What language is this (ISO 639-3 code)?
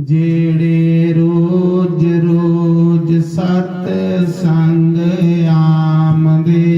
doi